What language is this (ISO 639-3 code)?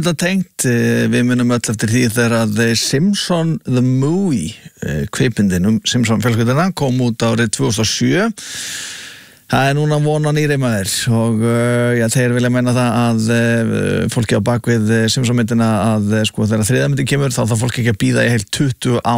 isl